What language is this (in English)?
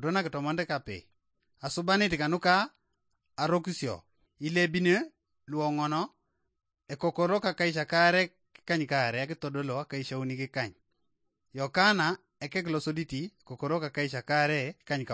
Teso